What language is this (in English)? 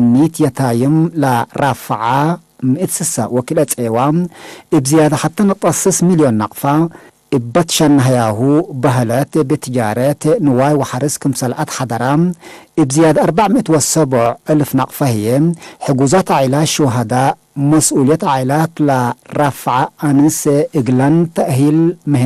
Tigre